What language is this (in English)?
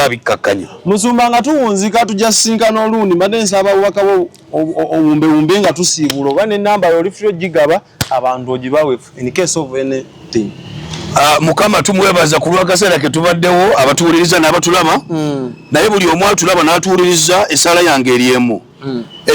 Ganda